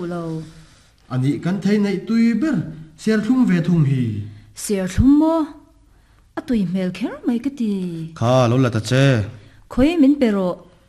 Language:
Mizo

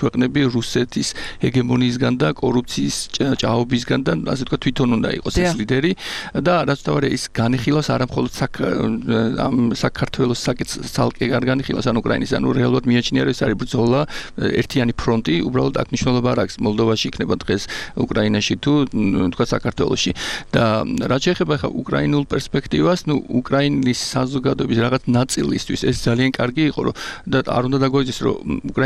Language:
Georgian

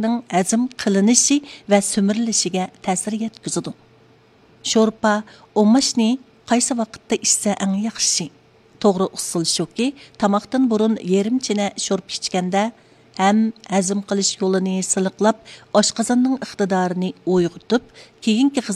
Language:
Uyghur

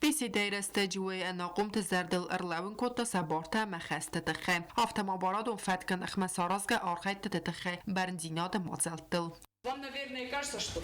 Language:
Ossetic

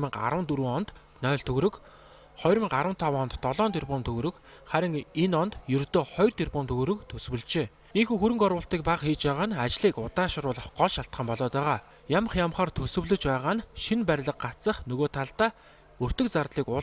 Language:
Mongolian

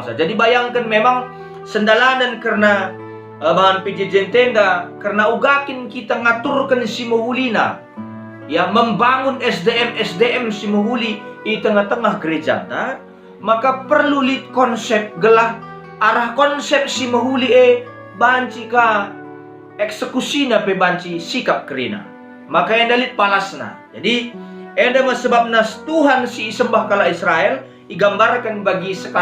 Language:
Batak Karo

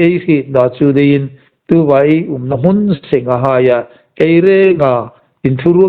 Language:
Hmar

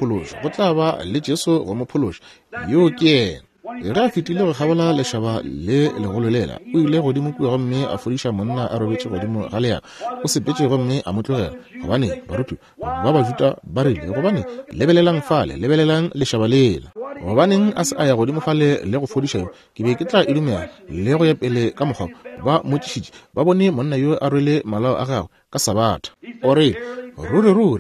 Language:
Northern Sotho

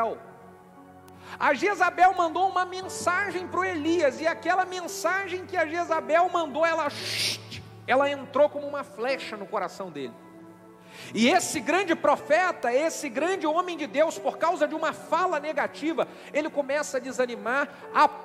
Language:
Portuguese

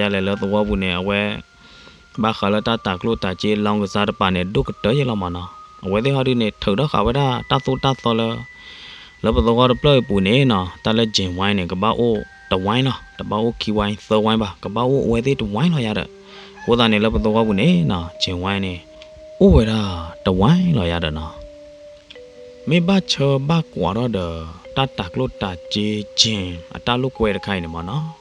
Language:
S'gaw Karen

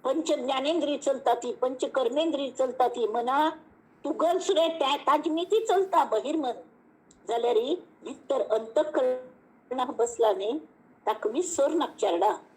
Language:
Konkani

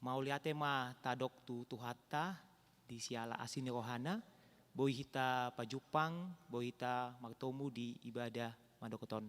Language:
Batak Toba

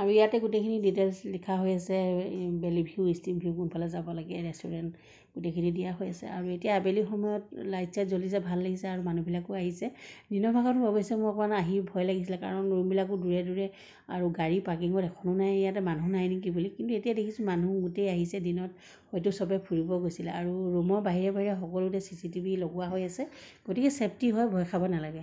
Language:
Assamese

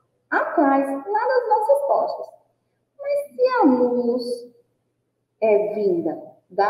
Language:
Portuguese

